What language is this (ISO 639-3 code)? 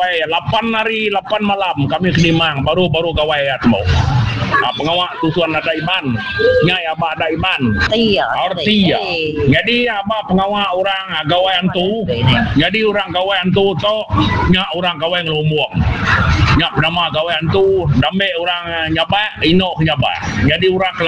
iba